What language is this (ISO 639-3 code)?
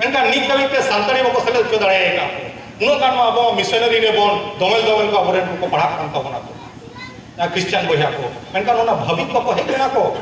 sat